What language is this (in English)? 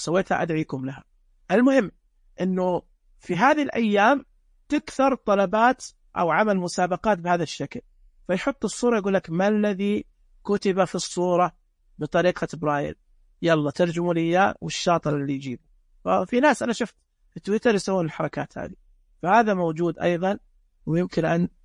Najdi Arabic